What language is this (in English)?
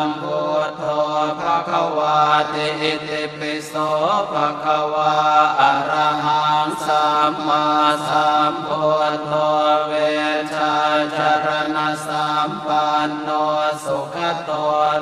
Pali